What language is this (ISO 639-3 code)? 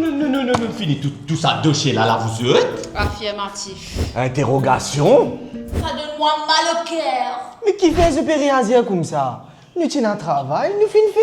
mfe